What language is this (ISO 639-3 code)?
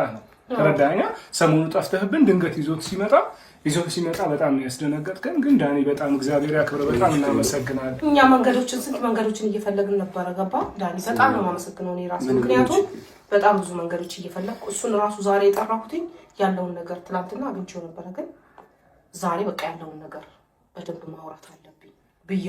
amh